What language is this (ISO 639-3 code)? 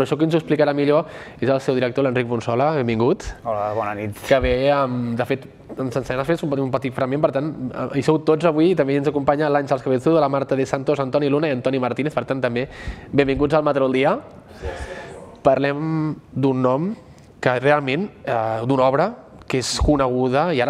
cat